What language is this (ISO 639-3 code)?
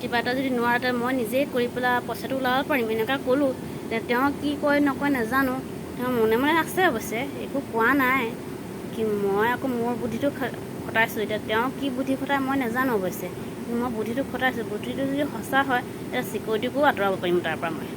asm